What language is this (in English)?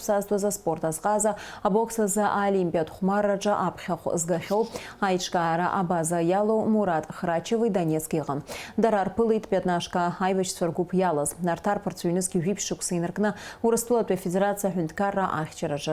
Abkhazian